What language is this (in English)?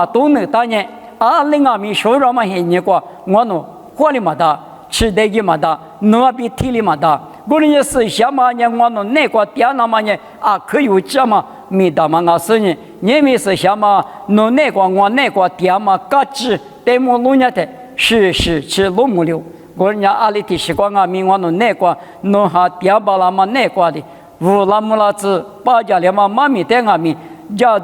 Lisu